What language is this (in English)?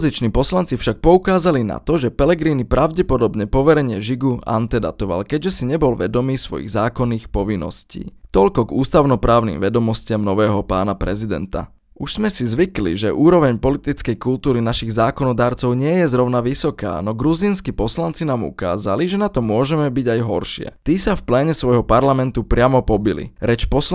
Slovak